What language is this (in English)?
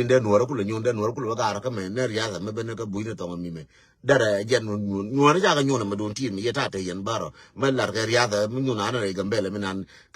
Nuer